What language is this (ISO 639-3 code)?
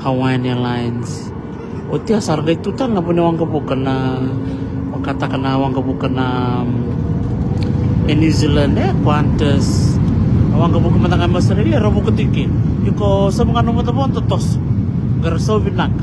fij